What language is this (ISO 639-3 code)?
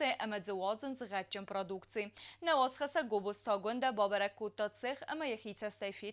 oss